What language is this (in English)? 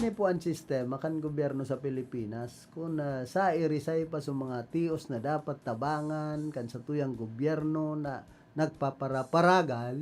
Bikol